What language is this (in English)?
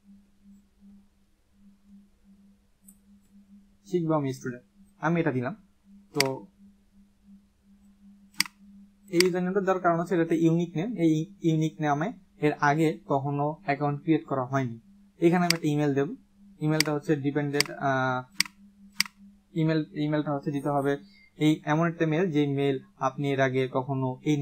Bangla